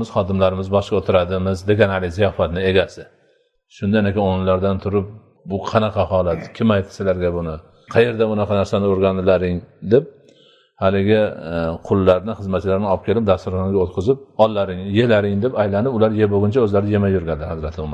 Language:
Uzbek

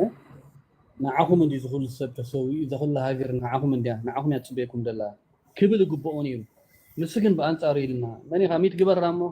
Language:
Tigrinya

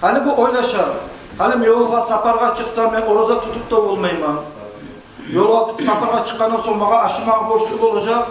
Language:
Kumyk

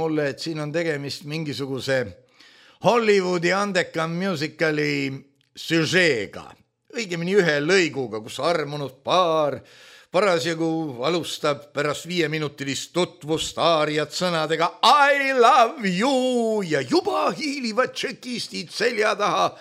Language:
Estonian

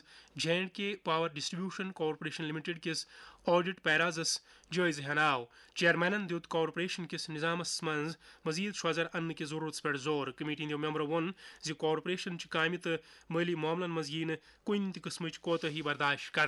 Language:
Kashmiri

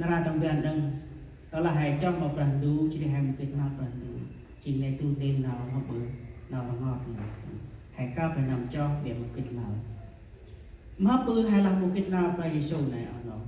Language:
Central Mnong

